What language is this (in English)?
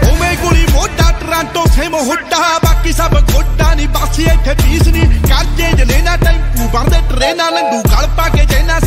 Punjabi